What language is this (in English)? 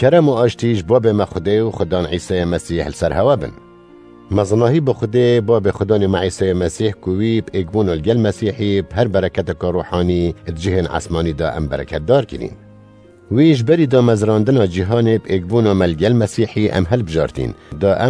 Kurdish